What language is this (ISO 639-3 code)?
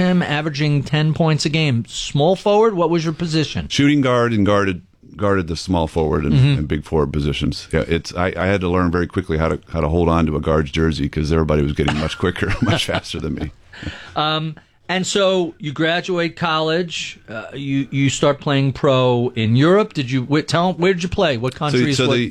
eng